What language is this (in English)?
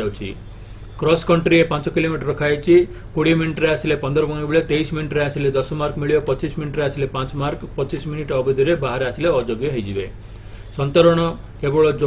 Odia